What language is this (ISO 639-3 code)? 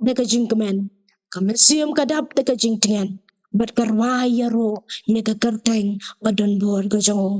kha